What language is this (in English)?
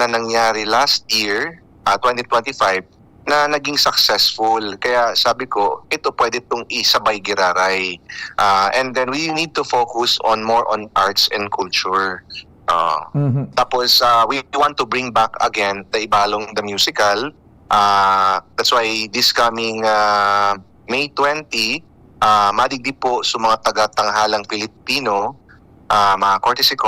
Bikol